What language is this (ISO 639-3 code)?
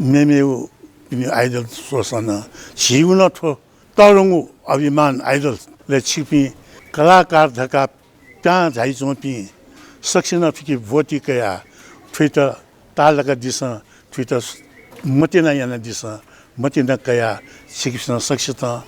new